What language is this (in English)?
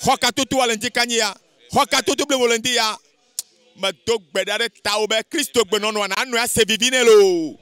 Ewe